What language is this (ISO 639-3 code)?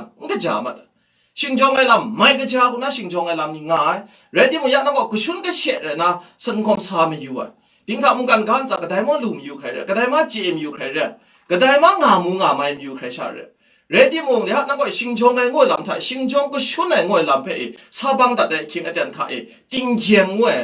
kac